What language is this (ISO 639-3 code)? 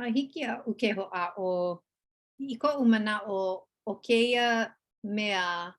haw